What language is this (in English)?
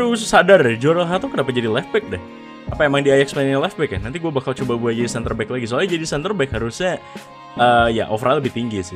Indonesian